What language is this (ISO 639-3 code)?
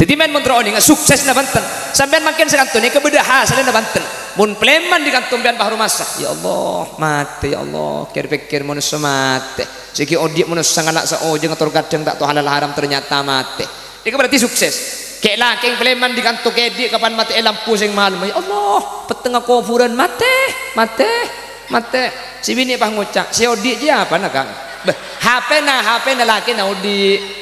mad